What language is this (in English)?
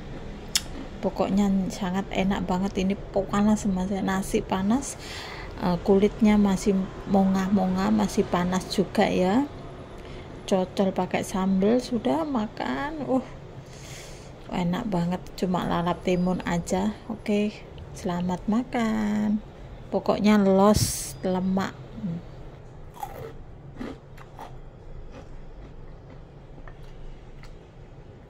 Indonesian